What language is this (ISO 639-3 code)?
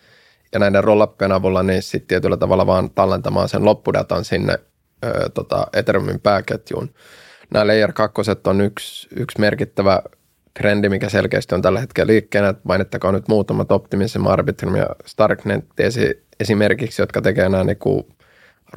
fin